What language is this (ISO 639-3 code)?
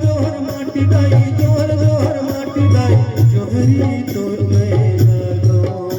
hne